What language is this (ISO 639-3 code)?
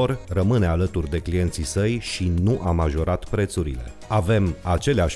ron